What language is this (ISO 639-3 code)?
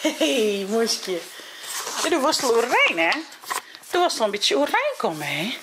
fry